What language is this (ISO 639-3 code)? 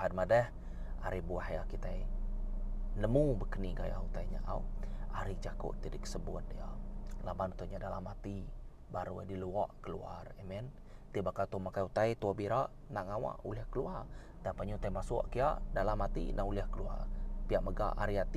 iba